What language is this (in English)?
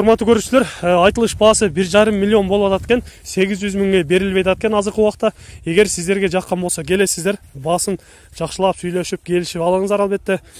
Kyrgyz